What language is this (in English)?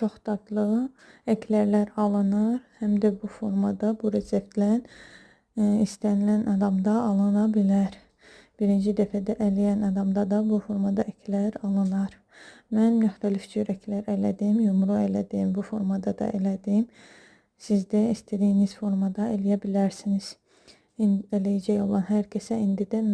Azerbaijani